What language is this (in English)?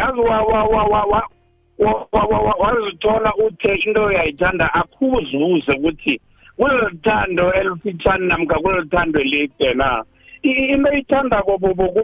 South Ndebele